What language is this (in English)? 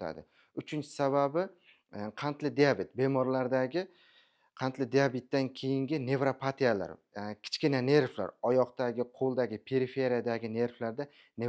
Uzbek